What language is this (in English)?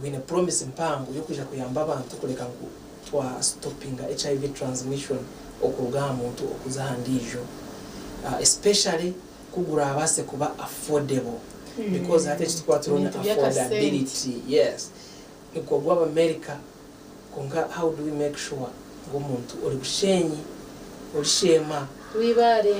Nyankole